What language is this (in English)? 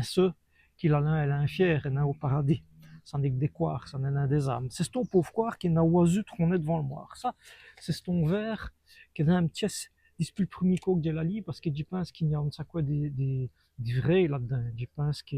Walloon